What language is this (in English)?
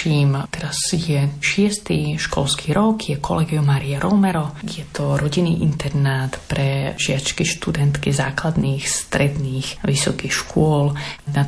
Slovak